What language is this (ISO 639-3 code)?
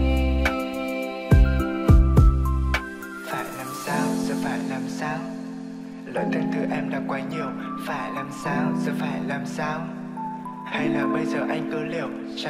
vie